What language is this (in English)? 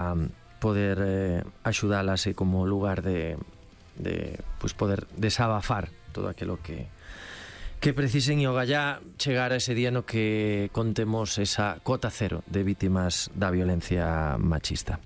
Galician